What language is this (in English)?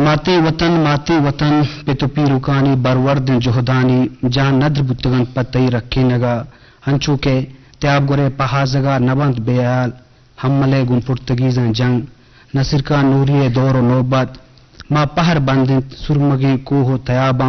Eastern Balochi